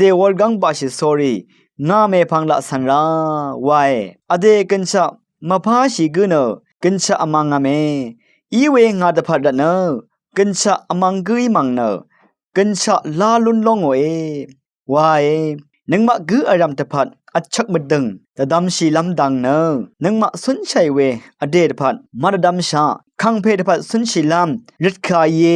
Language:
Rawang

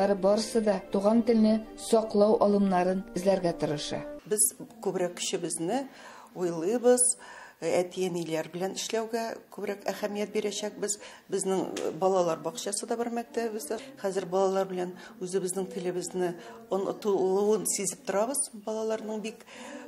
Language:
Tatar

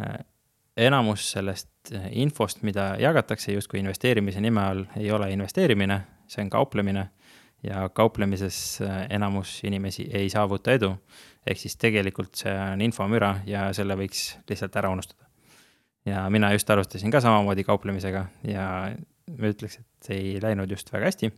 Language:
Estonian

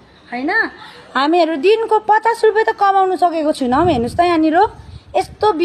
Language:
Nepali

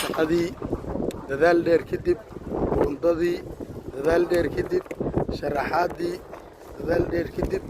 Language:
Somali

